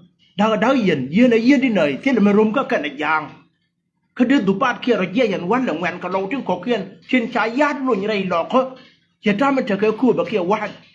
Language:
Nuer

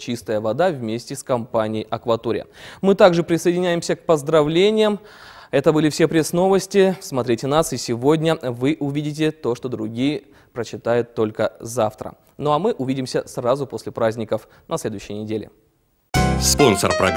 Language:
Russian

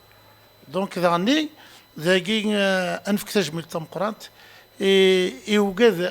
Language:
Kabyle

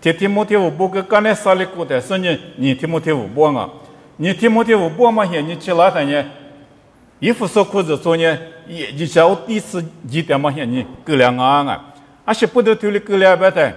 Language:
Lisu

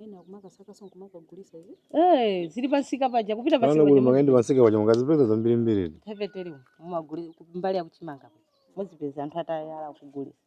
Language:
Nyanja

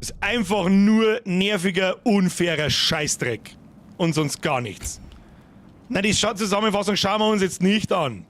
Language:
Bavarian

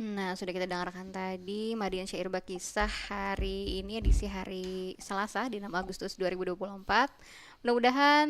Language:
Banjar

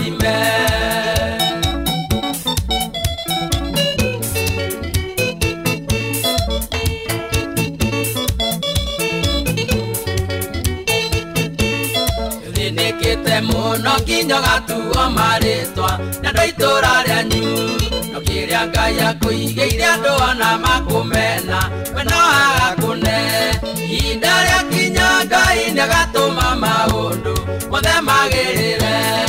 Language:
Kikuyu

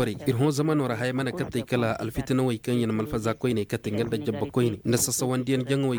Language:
Koyraboro Senni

